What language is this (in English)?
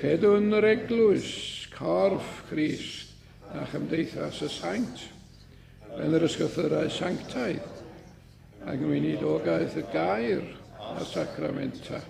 Welsh